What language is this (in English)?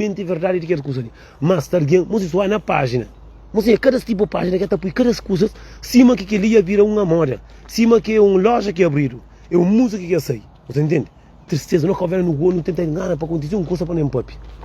Kabuverdianu